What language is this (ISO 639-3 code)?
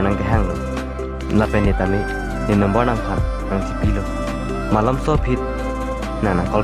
mjw